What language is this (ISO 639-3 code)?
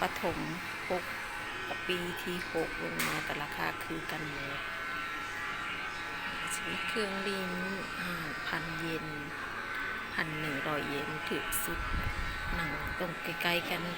lao